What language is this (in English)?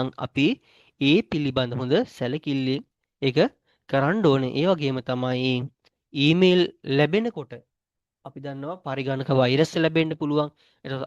Sinhala